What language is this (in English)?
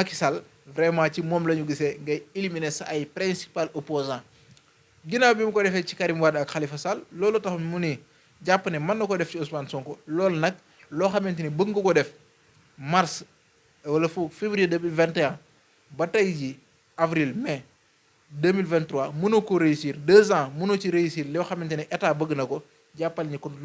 Wolof